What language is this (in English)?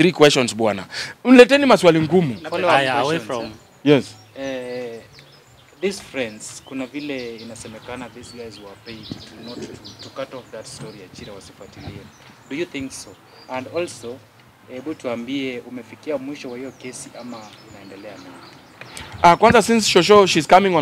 Swahili